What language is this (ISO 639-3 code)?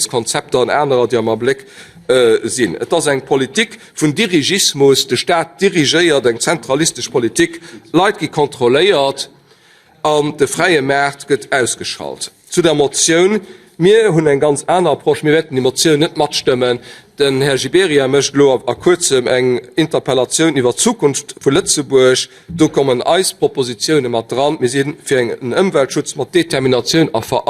ltz